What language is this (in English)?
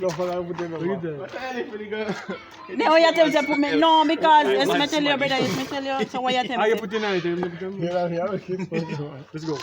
Jamaican Creole English